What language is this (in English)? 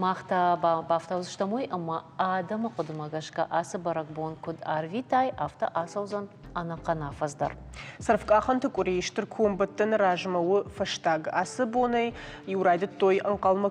Ossetic